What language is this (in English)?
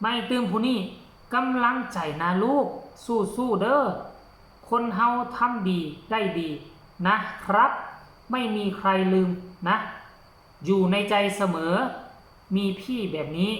Northeastern Thai